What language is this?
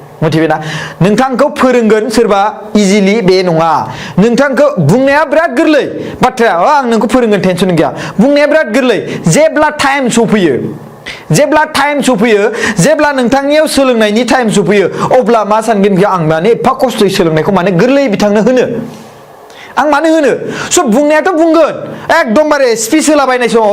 Bodo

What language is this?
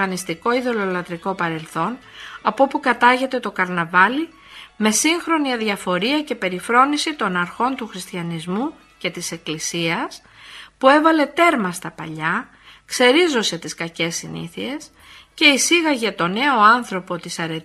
Greek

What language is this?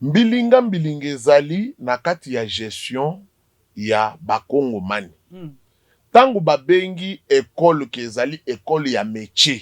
Lingala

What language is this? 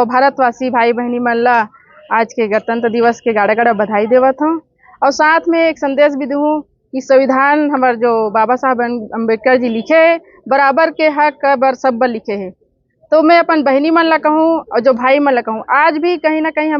Chhattisgarhi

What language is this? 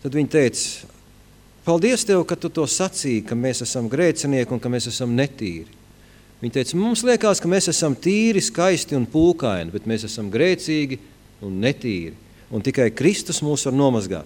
Latvian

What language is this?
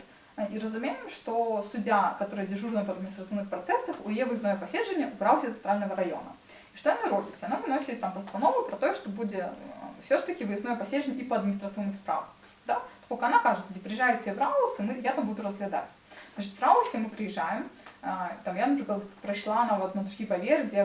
Belarusian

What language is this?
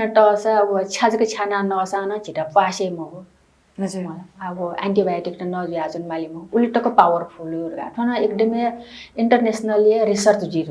Newari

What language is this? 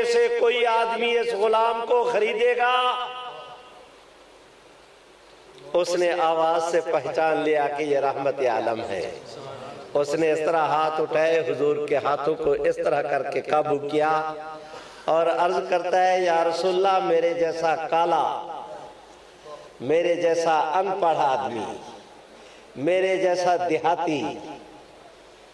Urdu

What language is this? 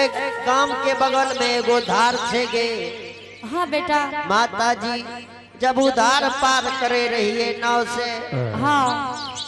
Angika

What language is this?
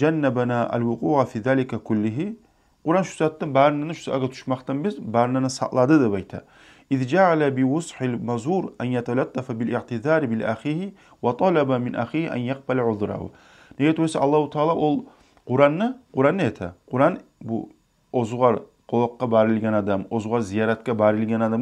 Kumyk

